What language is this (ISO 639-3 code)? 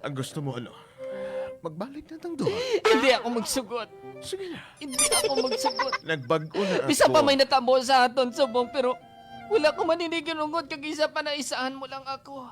hil